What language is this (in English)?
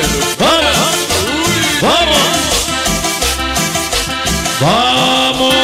Spanish